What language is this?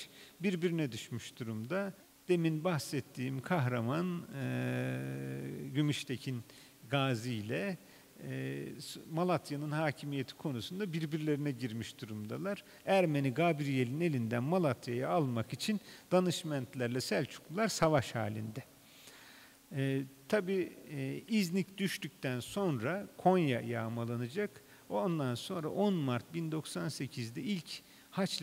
Turkish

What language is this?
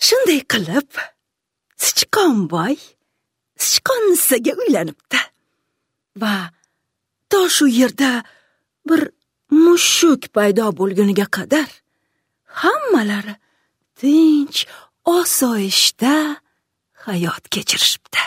Uzbek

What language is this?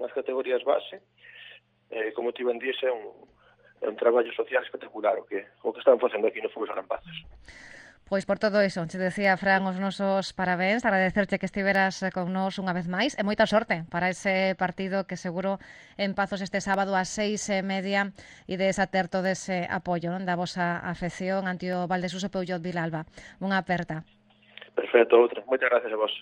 Galician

